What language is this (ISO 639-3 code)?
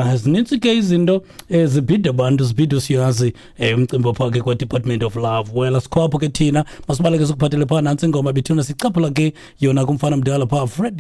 xho